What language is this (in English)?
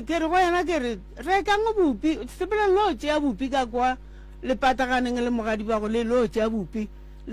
Northern Sotho